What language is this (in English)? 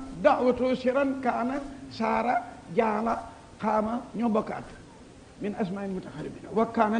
Wolof